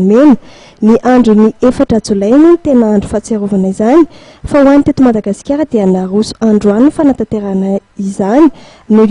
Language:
Malagasy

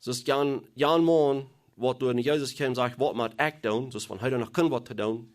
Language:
Plautdietsch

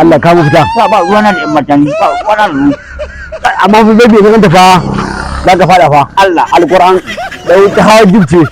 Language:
Hausa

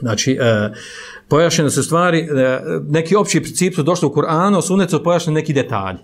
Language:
Bosnian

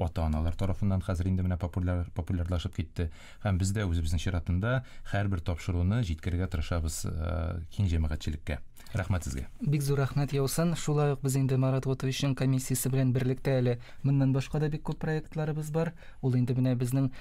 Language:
Tatar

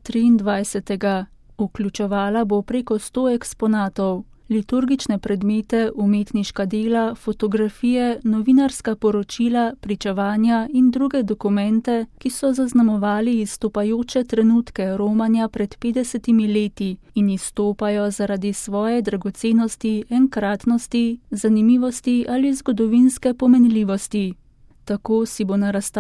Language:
Slovenian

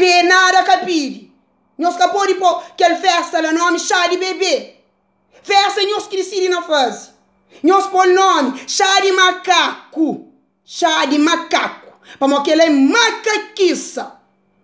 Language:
Kabuverdianu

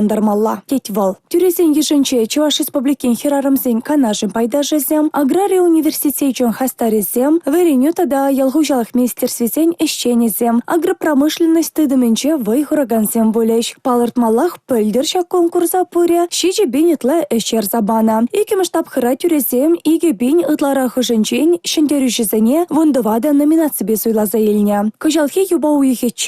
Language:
Chuvash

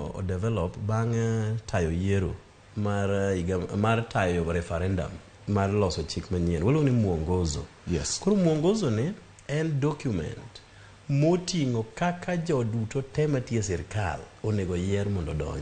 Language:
Luo (Kenya and Tanzania)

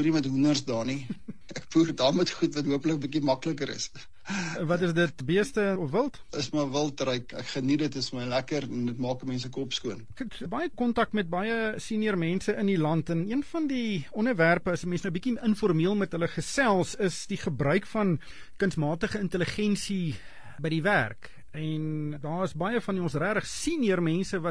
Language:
Afrikaans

